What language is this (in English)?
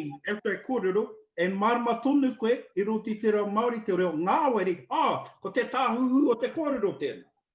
Māori